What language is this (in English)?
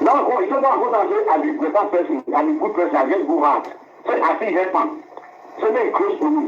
Nigerian Pidgin